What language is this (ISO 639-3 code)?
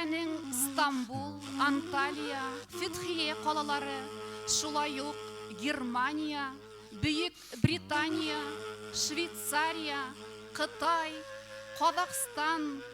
bak